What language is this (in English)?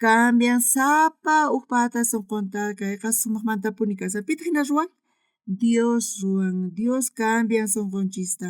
South Bolivian Quechua